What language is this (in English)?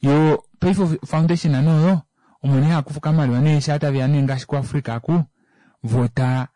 Kuanyama